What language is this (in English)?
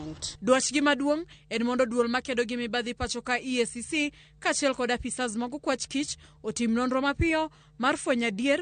Luo (Kenya and Tanzania)